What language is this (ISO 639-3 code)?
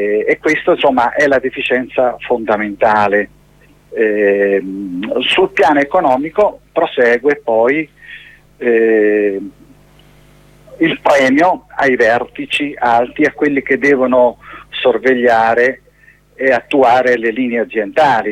ita